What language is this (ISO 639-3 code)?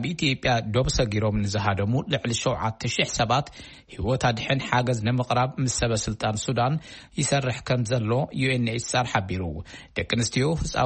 tir